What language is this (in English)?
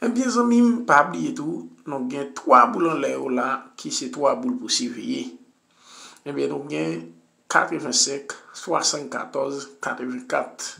Haitian Creole